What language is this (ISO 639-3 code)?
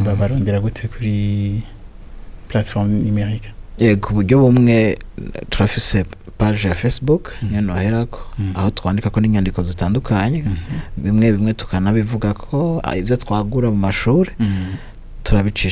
run